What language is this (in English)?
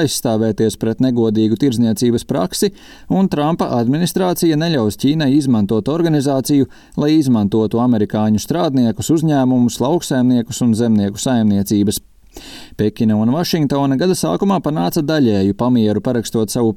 Latvian